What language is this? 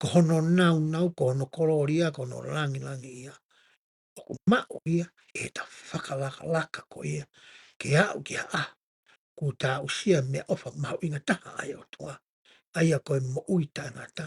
Tongan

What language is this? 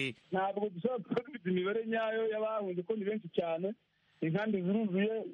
Kinyarwanda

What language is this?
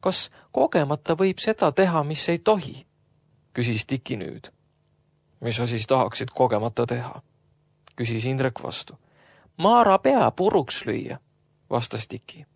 Estonian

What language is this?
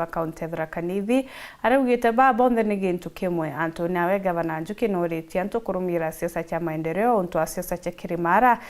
Meru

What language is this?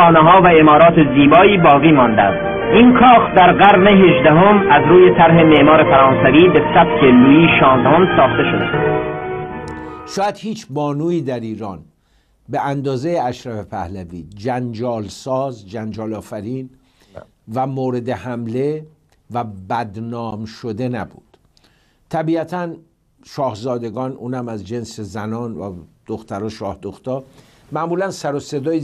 Persian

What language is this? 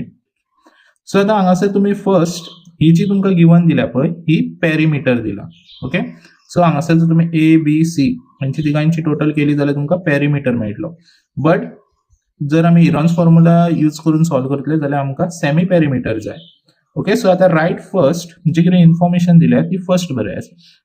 Konkani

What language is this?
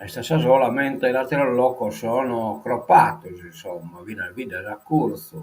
Sardinian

